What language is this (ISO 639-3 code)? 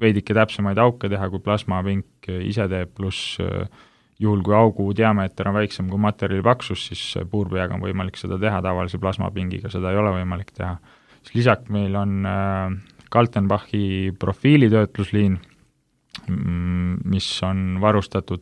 est